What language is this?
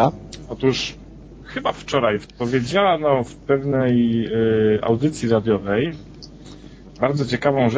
Polish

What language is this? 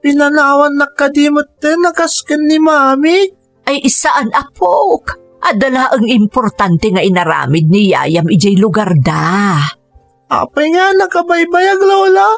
Iloko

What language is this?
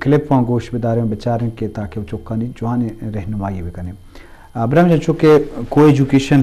Eastern Balochi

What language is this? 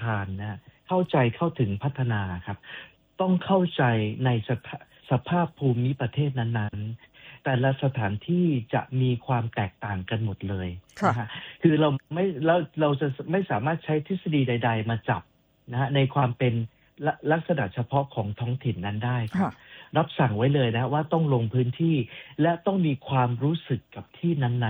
Thai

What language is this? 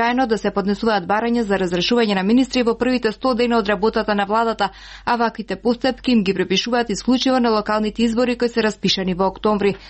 Macedonian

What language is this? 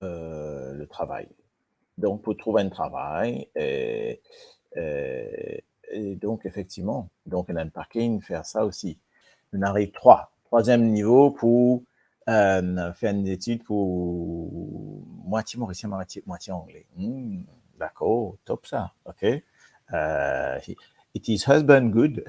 Morisyen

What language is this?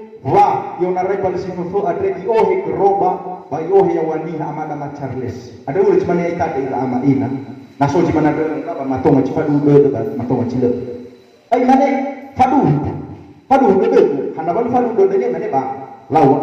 Nias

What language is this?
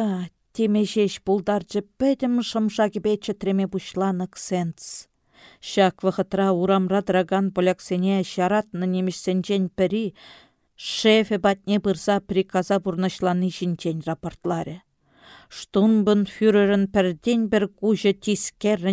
Chuvash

